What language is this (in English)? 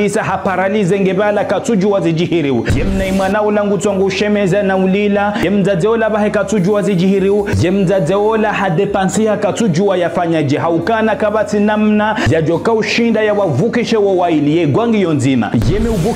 Ngazidja Comorian